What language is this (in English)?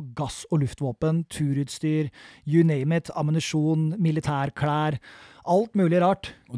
Norwegian